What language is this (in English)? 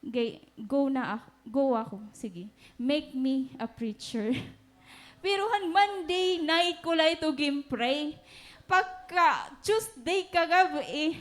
Waray